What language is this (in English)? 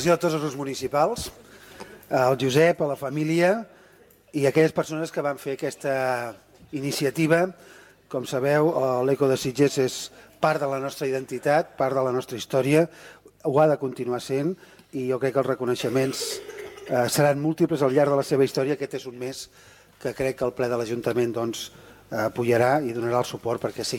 Catalan